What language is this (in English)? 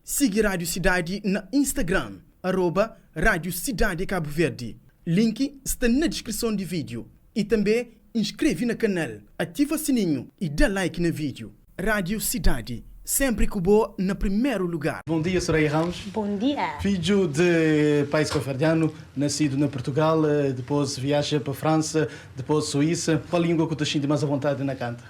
Kabuverdianu